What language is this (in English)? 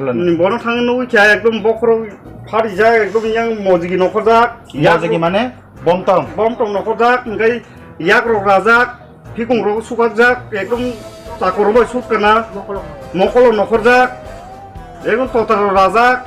Kok Borok